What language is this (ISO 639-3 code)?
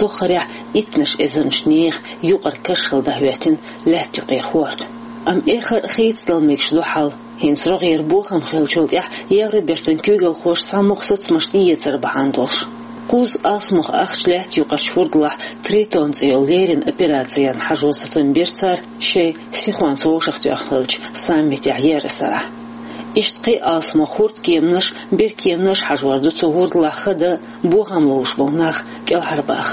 che